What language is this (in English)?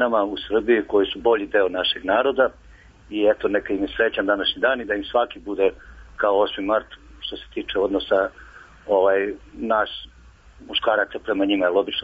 Serbian